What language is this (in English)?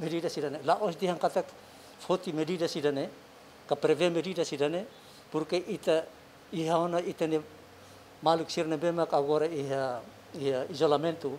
Tetum